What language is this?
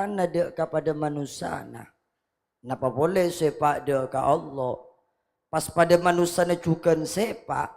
Madurese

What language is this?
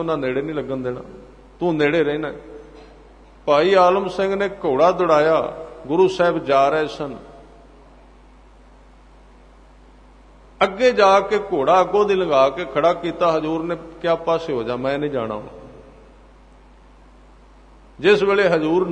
Punjabi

